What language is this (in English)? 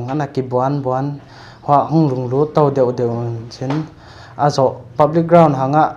Paite Chin